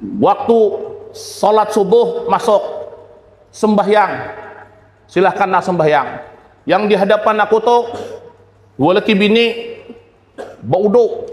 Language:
Banjar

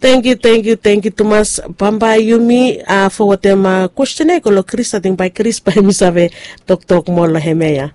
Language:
Bislama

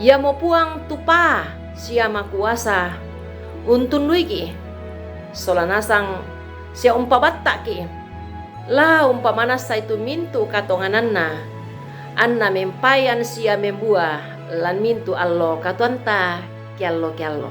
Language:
Toraja-Sa'dan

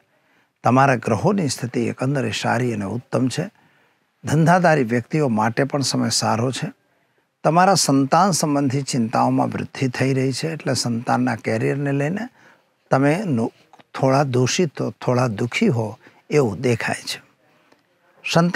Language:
Gujarati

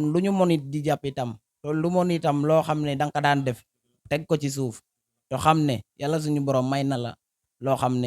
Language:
Wolof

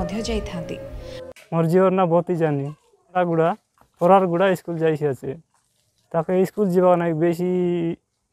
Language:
Odia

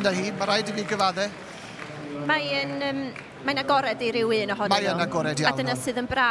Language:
Welsh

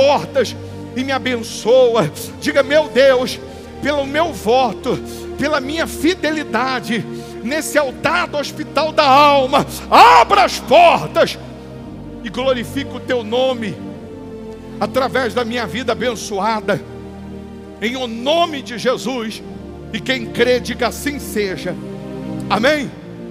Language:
Portuguese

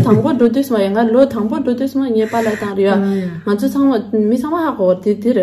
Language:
Tibetan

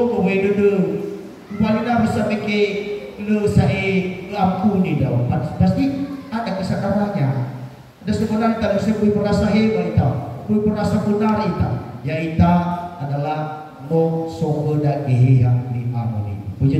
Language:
Nias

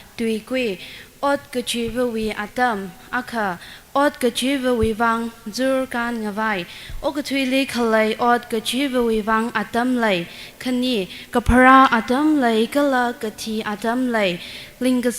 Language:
Tangkhul Naga (India)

